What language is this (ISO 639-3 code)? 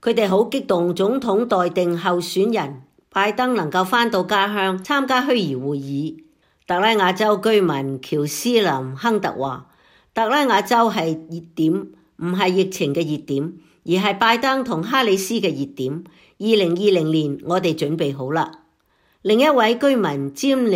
yue